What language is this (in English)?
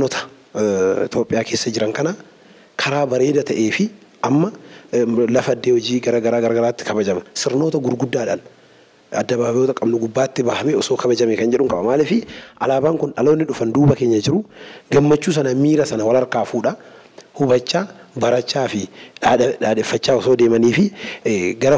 Oromo